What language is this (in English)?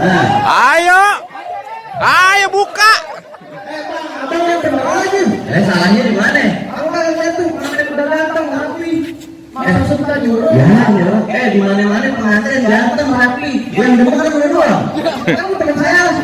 Betawi